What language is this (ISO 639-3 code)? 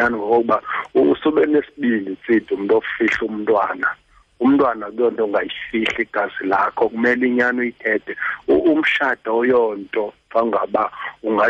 xho